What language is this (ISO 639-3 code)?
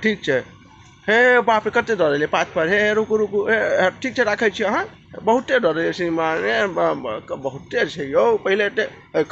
mai